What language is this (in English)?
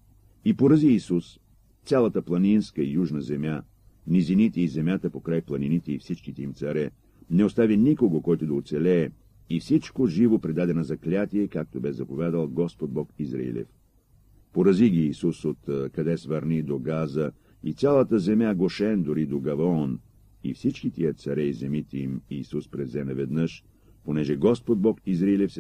Bulgarian